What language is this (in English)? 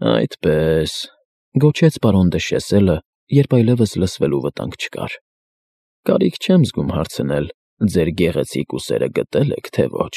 Armenian